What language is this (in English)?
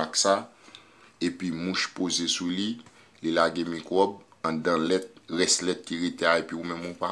Haitian Creole